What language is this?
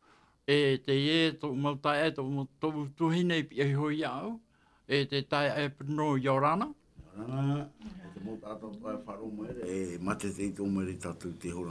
Tahitian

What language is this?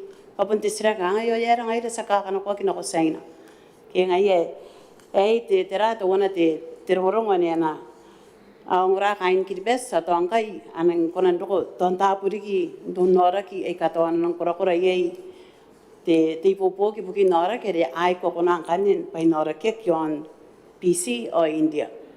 Gilbertese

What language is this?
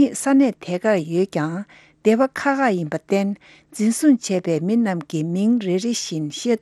Tibetan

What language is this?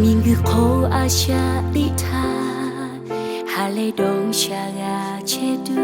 Lahu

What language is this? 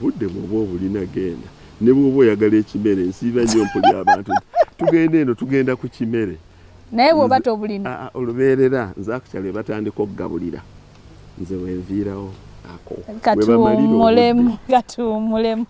Ganda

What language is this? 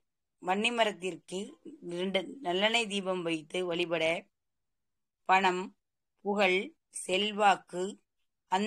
Tamil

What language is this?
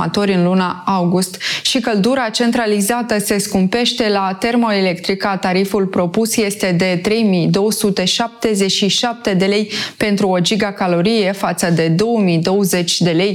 Romanian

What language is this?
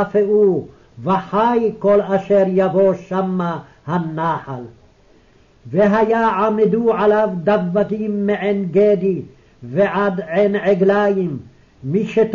Hebrew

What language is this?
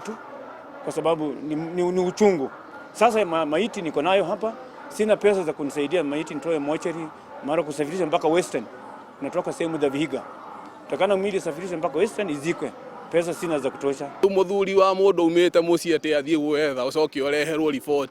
Kikuyu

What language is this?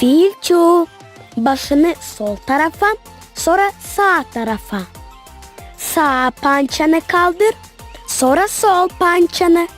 Gagauz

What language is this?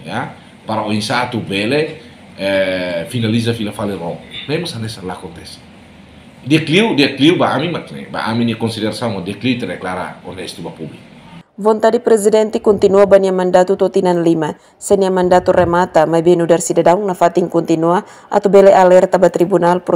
Tetum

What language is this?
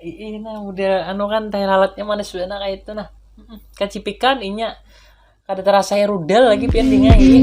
Banjar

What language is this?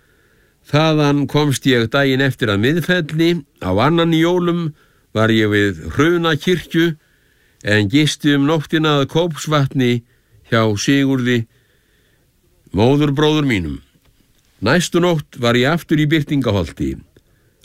Icelandic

